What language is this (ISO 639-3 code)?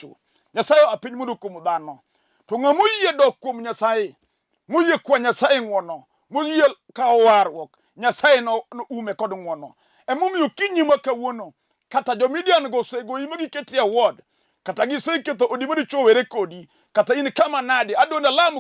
luo